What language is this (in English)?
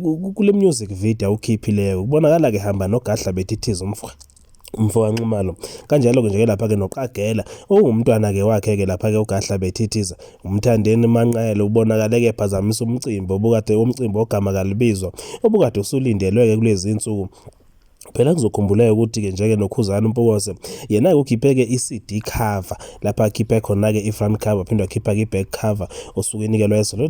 Zulu